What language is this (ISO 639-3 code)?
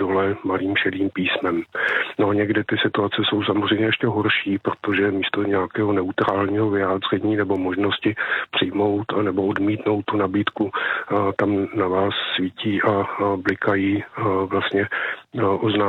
ces